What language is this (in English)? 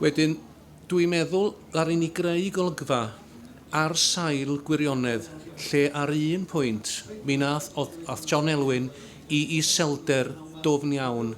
Welsh